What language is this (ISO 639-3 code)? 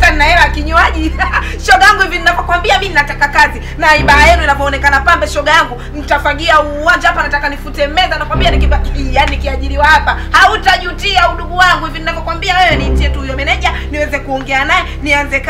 swa